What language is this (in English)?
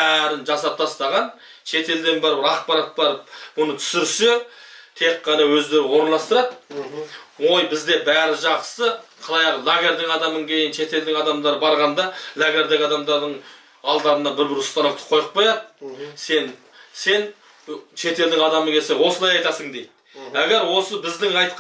Kazakh